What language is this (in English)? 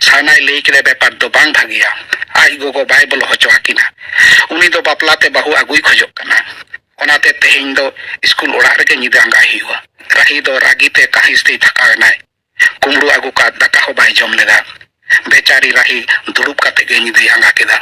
Santali